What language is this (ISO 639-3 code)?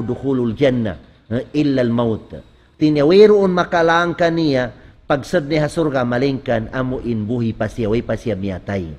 tsg